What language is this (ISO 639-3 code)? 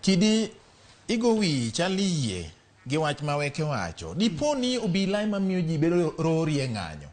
luo